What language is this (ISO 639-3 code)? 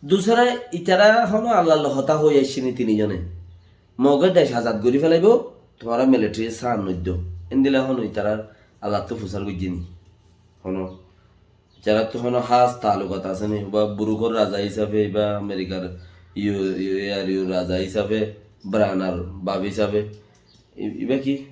rhg